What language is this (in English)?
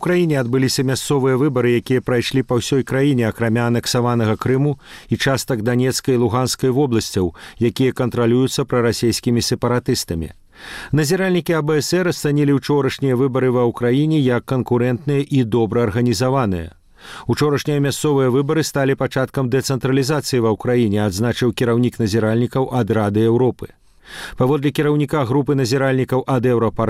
Belarusian